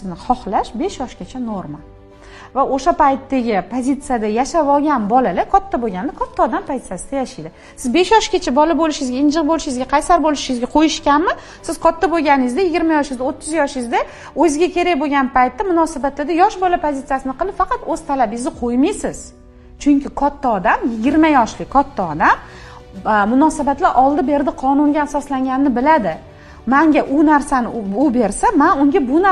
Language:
Uzbek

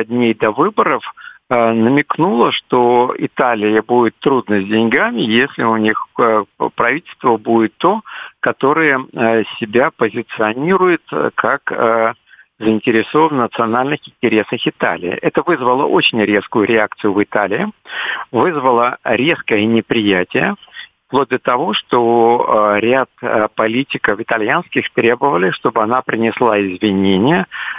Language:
Russian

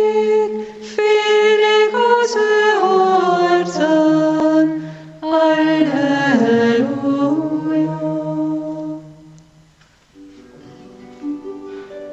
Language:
Hungarian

